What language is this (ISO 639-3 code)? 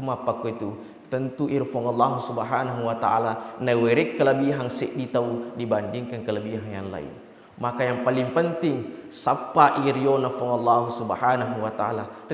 bug